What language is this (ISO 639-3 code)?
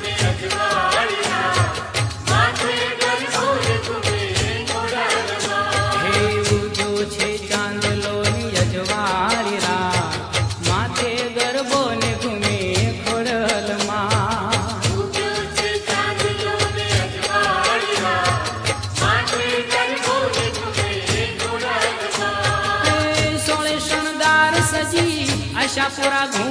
guj